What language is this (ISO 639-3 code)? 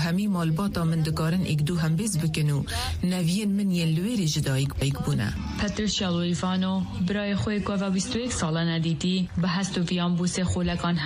kur